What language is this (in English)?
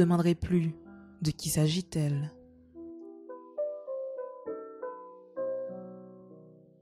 French